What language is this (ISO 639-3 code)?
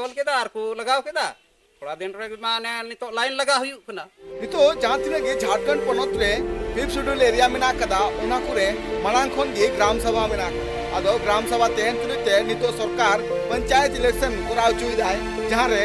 sat